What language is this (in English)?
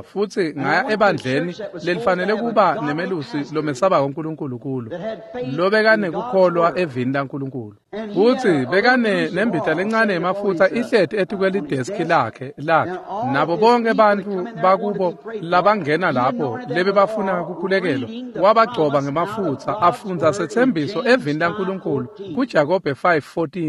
Swati